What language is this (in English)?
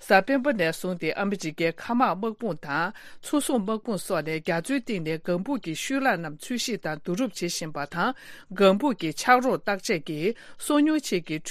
Tibetan